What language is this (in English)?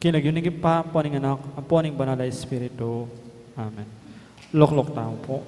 Pampanga